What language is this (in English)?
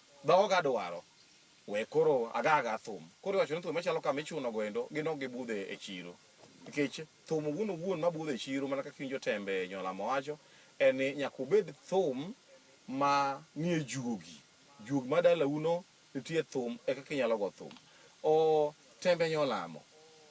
Luo (Kenya and Tanzania)